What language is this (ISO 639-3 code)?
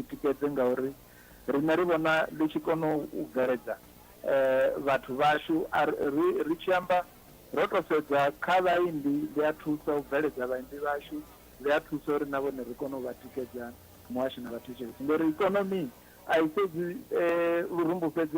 ven